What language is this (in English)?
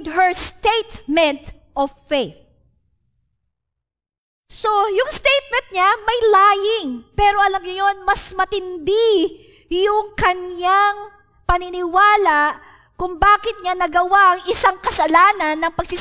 Filipino